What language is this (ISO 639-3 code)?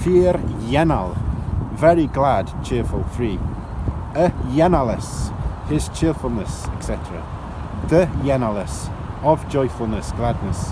glv